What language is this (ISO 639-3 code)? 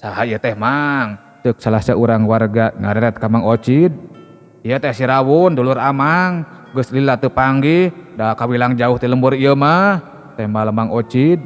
sun